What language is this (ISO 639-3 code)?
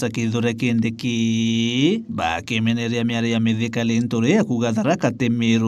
mer